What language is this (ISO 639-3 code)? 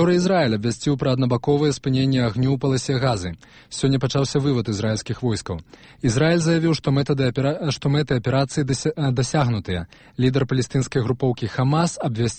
bel